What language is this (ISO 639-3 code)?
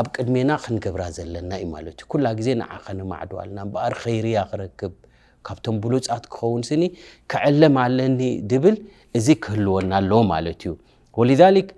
tir